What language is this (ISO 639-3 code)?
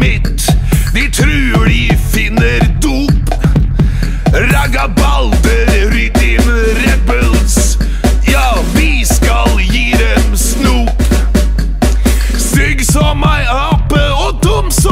nor